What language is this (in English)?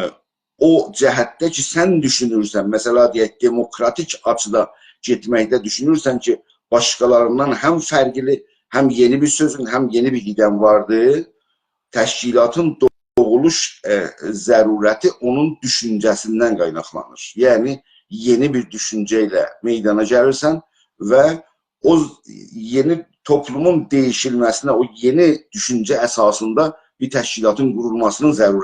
South Azerbaijani